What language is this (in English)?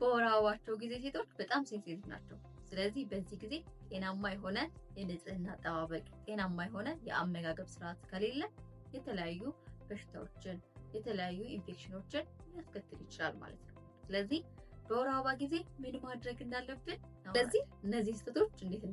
Amharic